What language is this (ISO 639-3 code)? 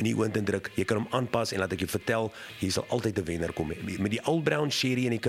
afr